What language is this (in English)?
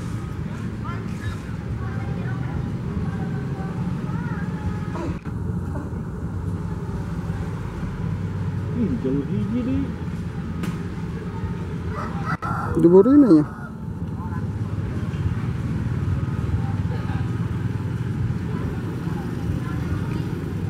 Indonesian